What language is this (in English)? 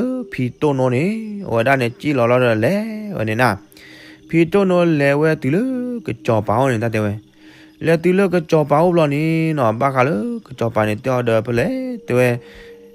S'gaw Karen